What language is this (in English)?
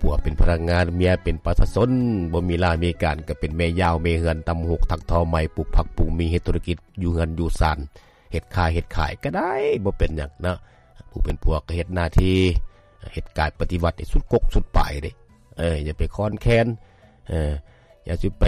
Lao